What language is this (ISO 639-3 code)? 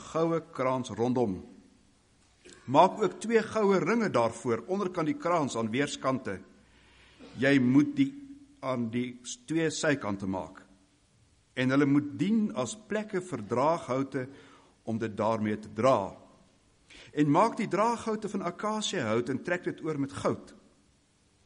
afr